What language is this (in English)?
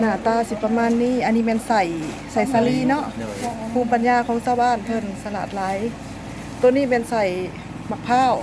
Lao